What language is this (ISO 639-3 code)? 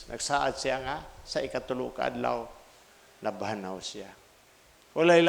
ceb